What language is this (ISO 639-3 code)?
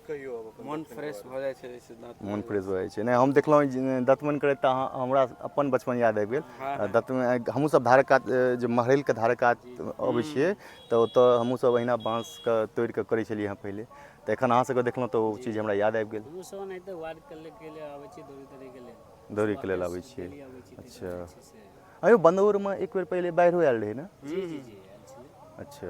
mai